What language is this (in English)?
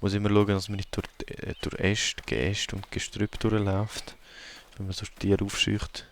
Swiss German